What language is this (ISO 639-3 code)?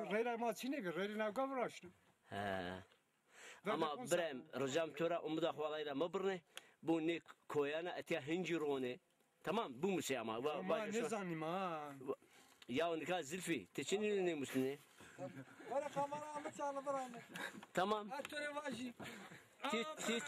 zza